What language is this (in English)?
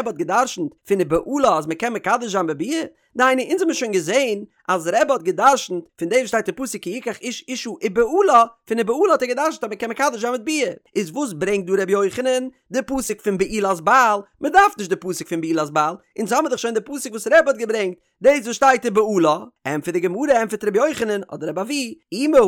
Yiddish